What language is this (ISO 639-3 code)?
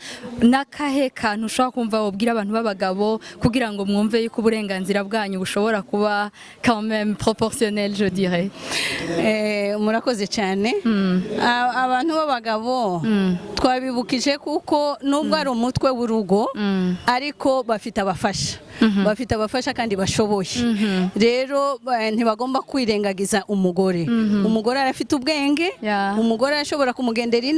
run